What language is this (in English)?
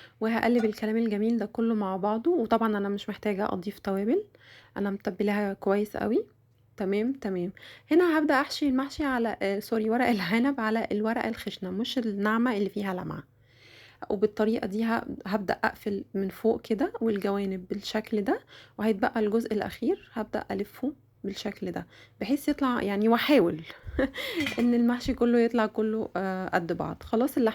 Egyptian Arabic